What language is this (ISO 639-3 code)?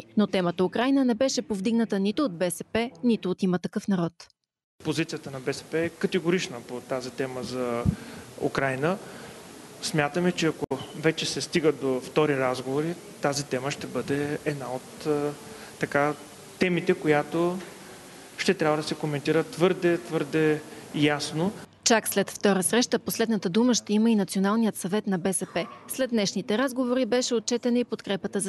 bul